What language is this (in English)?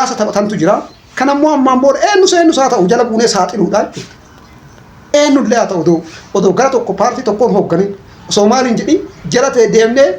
Oromo